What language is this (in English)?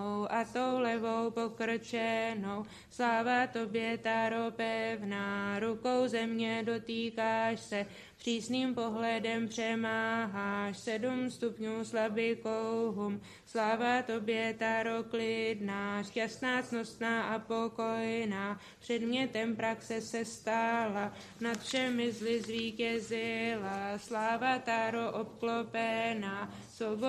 Czech